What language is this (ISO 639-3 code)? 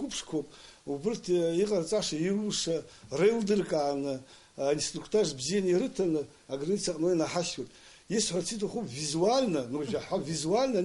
abk